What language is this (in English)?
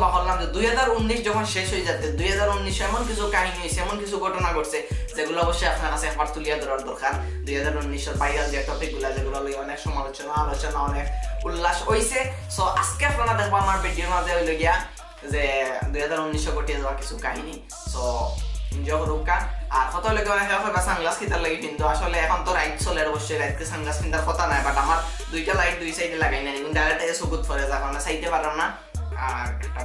Sylheti